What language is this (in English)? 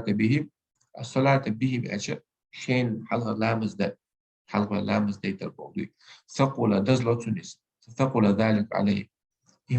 Chechen